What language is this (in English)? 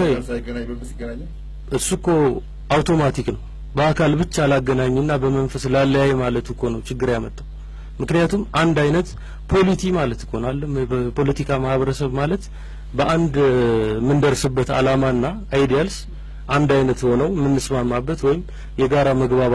Amharic